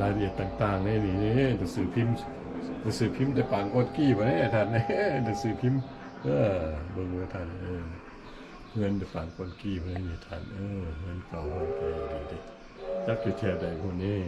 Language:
Lao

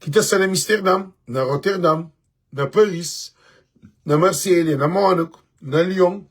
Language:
Kabuverdianu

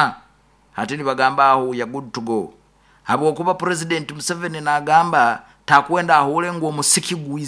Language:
Nyoro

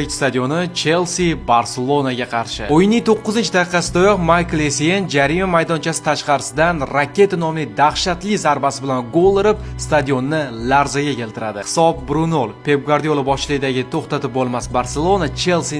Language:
Uzbek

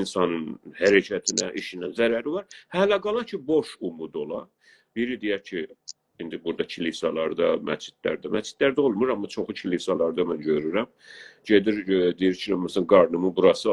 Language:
South Azerbaijani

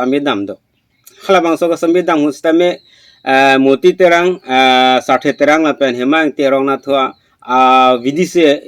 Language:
Karbi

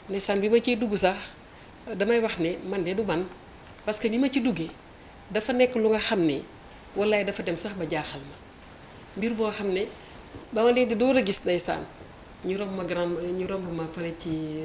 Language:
Wolof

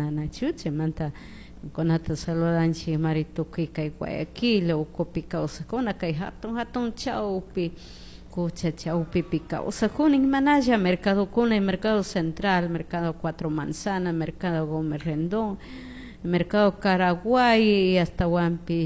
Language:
Chimborazo Highland Quichua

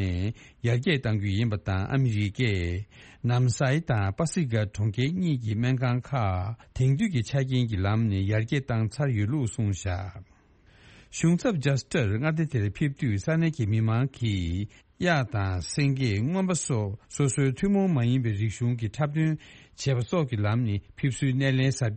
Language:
Tibetan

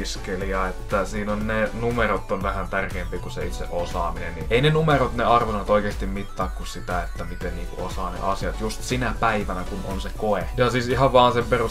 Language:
Finnish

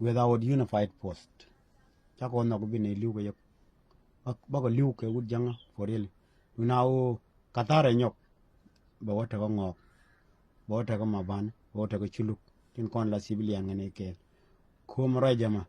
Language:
Nuer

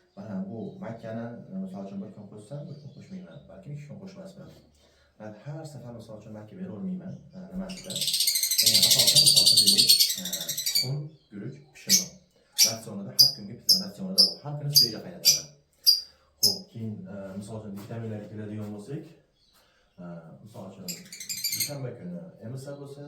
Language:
Uzbek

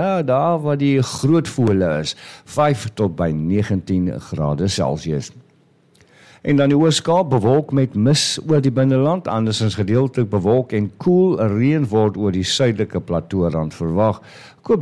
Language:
Afrikaans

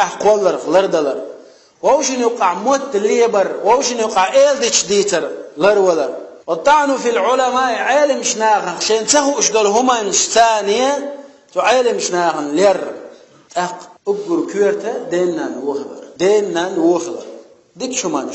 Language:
Chechen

